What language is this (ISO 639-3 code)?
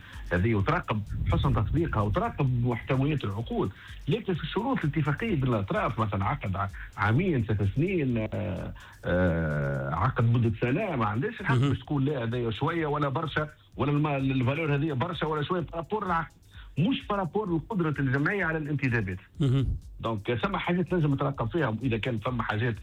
aeb